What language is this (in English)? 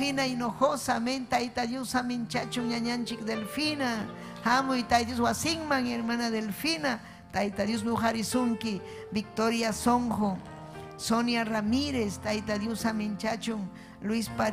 Ayacucho Quechua